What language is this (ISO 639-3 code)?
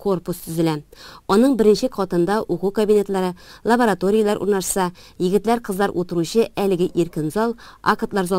tat